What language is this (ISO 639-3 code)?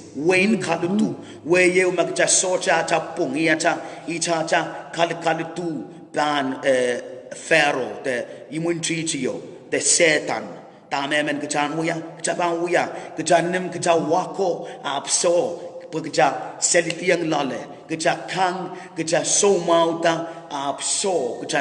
pon